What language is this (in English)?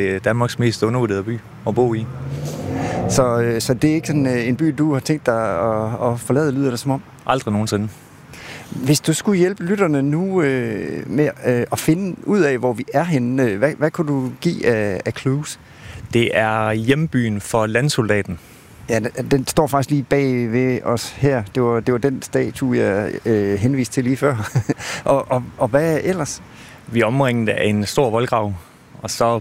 Danish